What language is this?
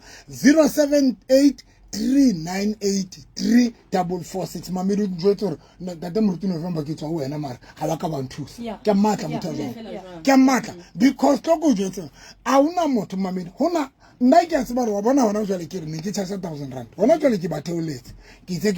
Southern Sotho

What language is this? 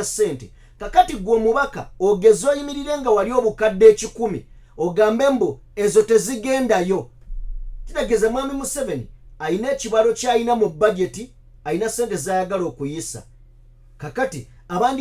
Ganda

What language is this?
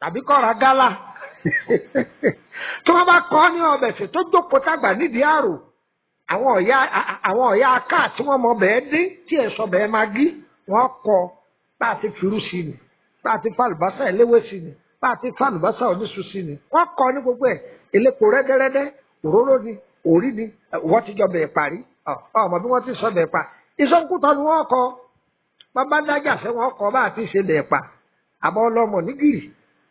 Yoruba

